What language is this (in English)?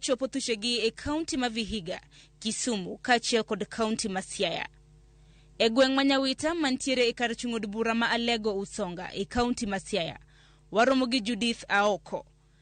Luo (Kenya and Tanzania)